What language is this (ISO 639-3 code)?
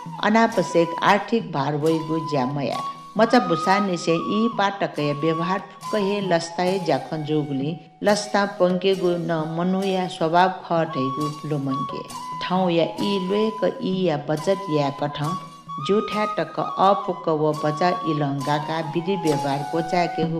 new